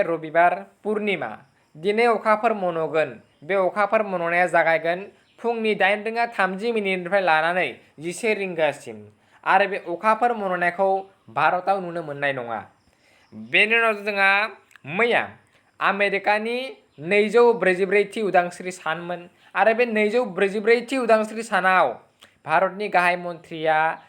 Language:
Bodo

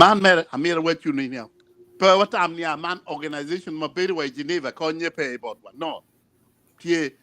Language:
Acoli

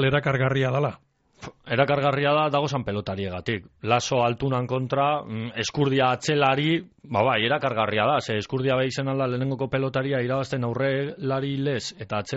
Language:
Basque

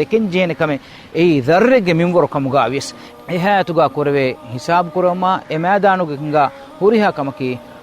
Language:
Divehi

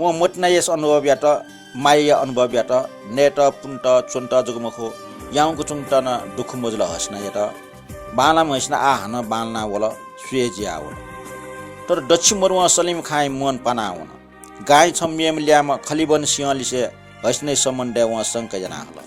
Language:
Newari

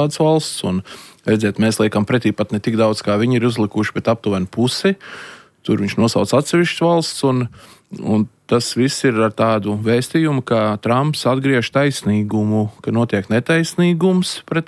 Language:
Latvian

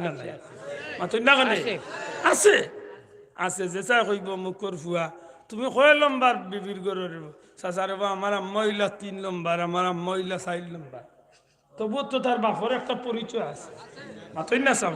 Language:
Sylheti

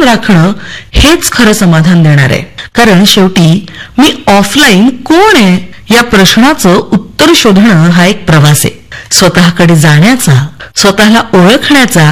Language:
Marathi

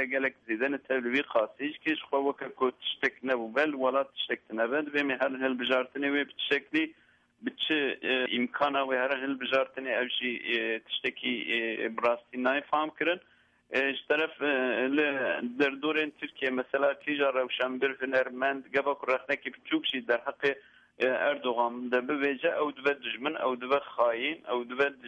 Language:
Kurdish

